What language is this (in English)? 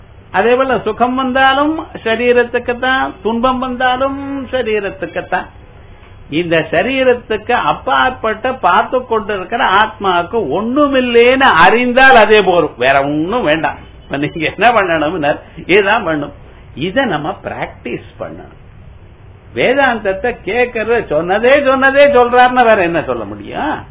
Tamil